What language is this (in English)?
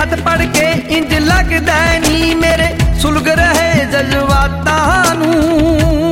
Punjabi